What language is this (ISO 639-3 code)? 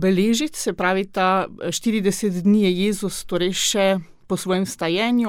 slv